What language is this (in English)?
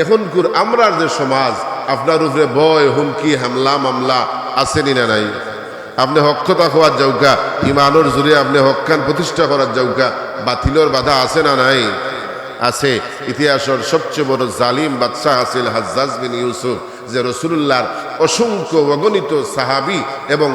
Sylheti